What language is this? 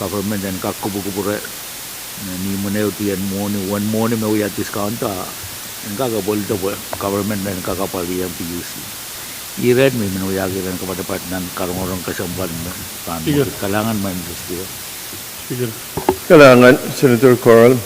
Pohnpeian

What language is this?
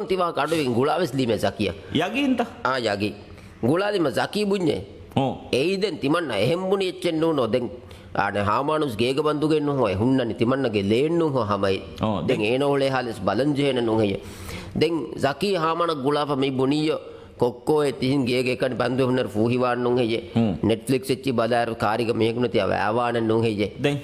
Divehi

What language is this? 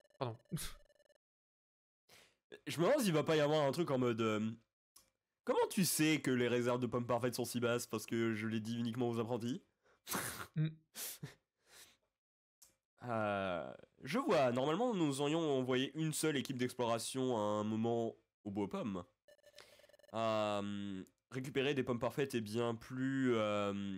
French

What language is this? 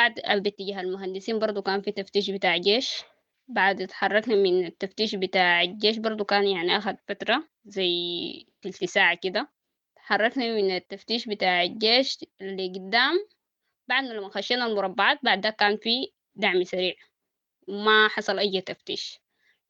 Sudanese Arabic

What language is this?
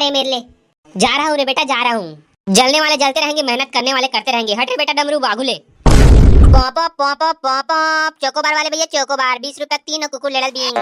Chhattisgarhi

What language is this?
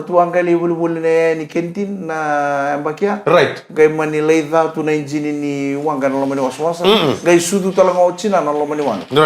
Fijian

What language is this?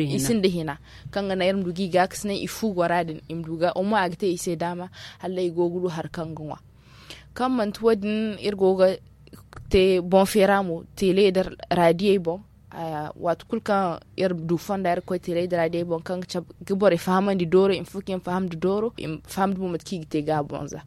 Zarma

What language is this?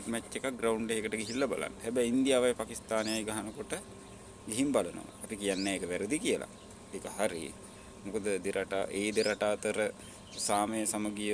Sinhala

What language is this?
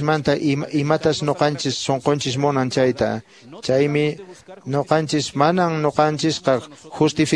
Quechua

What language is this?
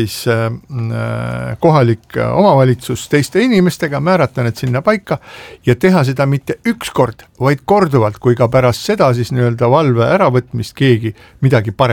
Estonian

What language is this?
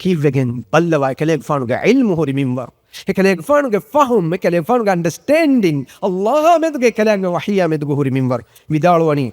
Divehi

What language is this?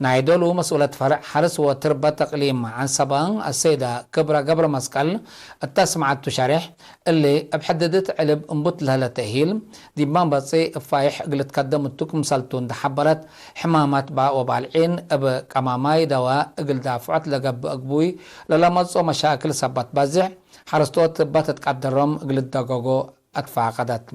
Tigre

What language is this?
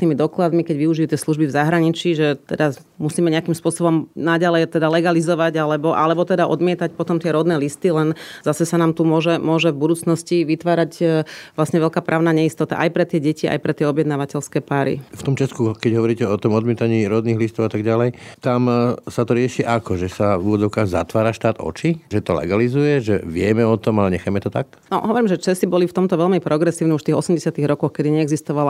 Slovak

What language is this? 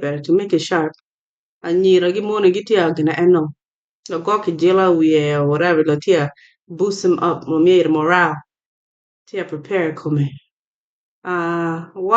Acoli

